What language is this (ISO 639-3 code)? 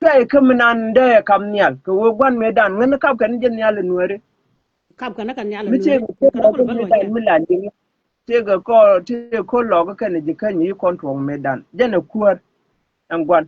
nus